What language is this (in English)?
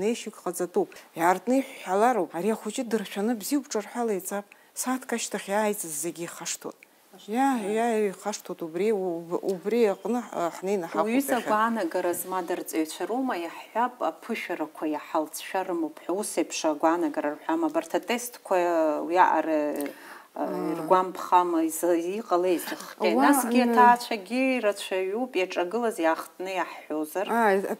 Abkhazian